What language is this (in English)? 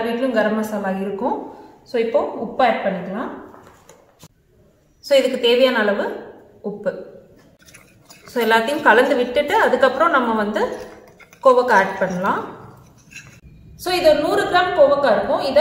Tamil